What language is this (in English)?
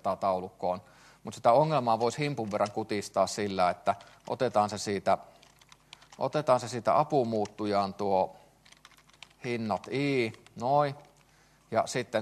Finnish